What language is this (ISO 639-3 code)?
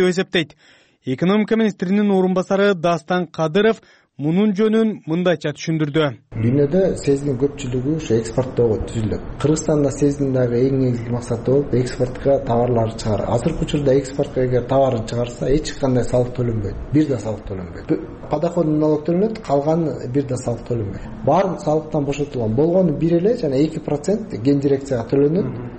kir